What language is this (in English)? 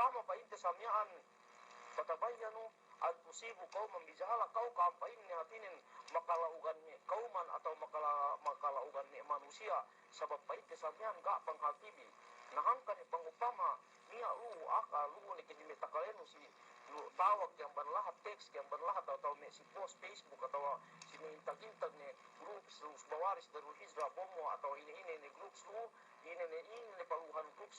Yakan